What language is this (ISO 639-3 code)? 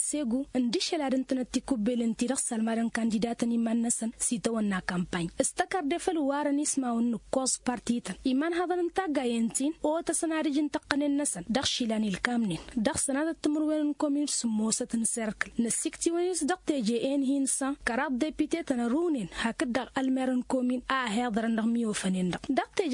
taq